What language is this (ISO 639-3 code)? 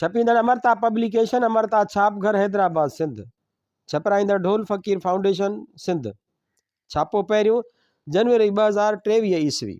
snd